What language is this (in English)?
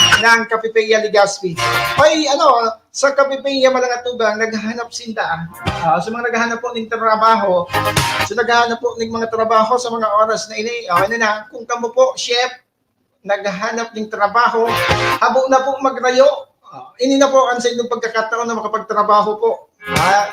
Bikol